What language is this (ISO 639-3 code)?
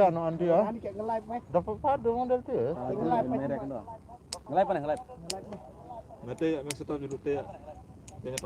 sas